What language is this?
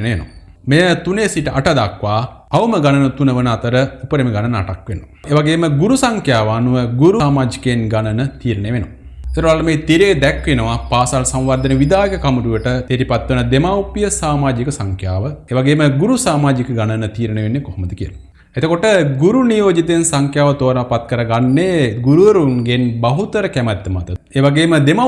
Sinhala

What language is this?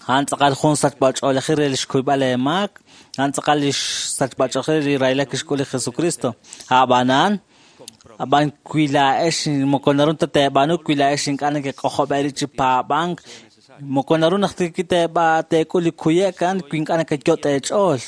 Kekchí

